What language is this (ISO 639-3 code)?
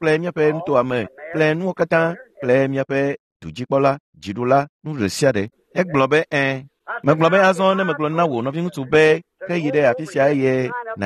ewe